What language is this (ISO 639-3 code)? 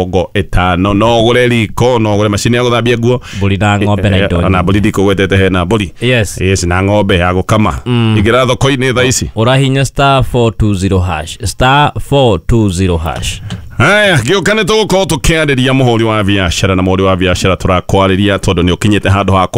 kik